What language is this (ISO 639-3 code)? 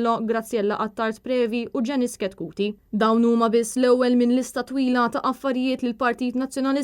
mlt